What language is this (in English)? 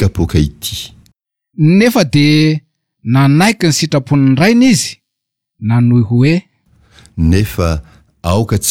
Malagasy